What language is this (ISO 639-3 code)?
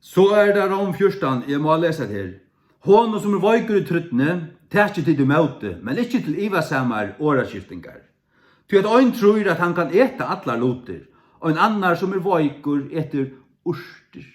fao